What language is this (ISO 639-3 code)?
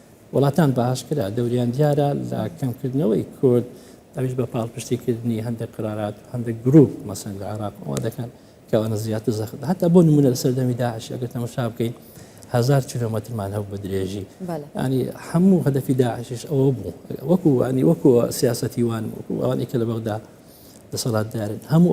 ckb